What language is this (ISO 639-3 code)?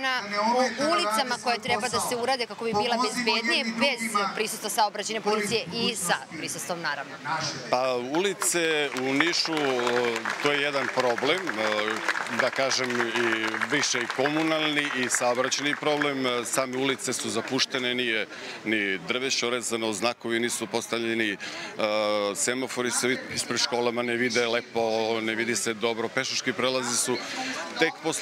srp